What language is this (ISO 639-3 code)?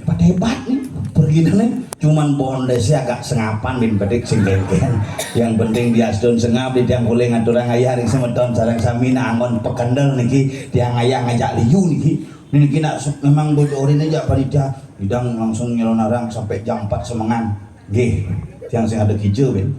ban